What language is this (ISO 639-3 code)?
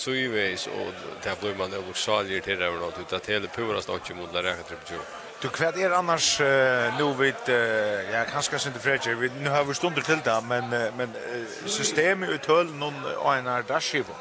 fao